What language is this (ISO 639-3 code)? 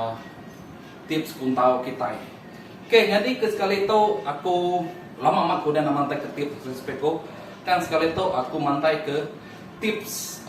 iba